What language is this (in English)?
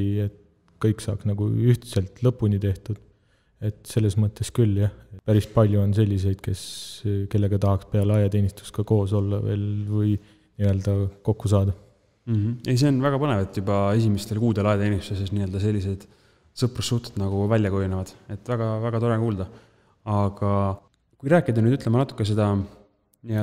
Estonian